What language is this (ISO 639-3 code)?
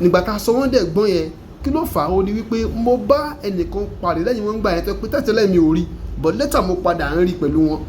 yor